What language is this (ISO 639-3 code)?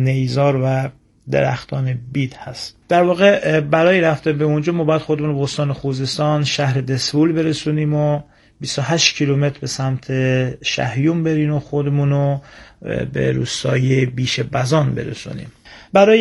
fas